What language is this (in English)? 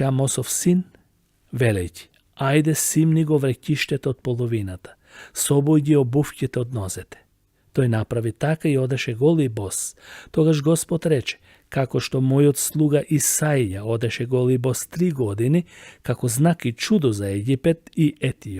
Macedonian